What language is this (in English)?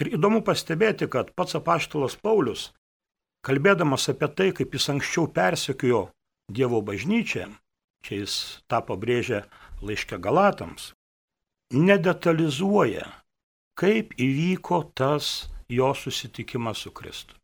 Lithuanian